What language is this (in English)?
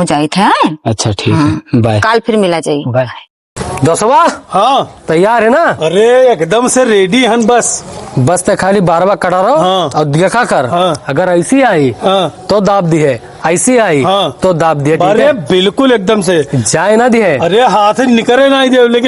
Awadhi